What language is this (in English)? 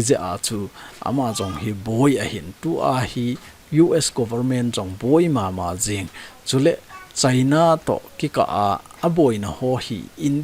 Thado Chin